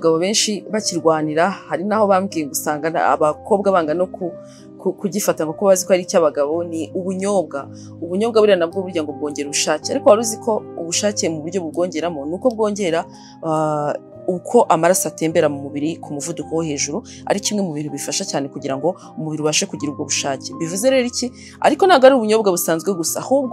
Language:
Kinyarwanda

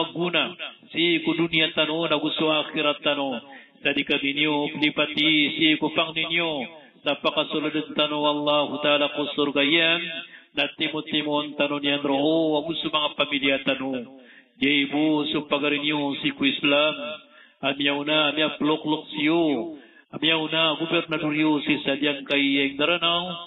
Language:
Maranao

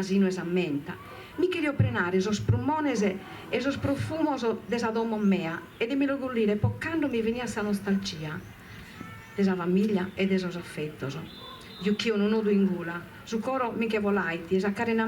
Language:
Sardinian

